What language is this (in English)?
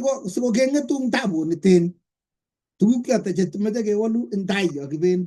Kalenjin